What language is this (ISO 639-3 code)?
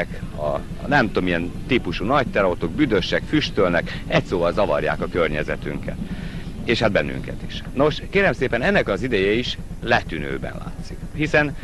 hun